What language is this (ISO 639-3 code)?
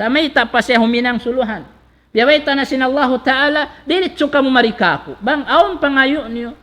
tsg